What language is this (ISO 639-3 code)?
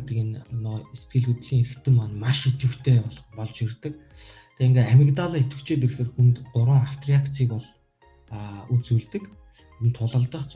mon